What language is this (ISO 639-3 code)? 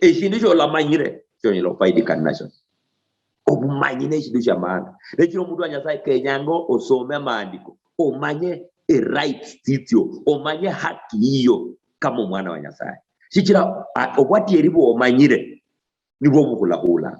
luy